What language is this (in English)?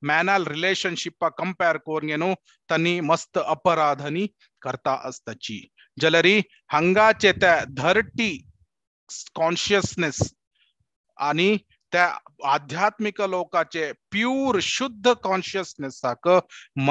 Konkani